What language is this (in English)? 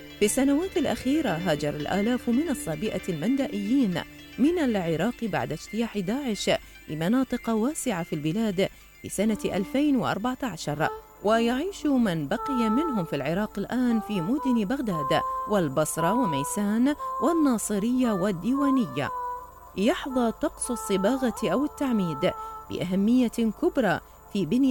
Arabic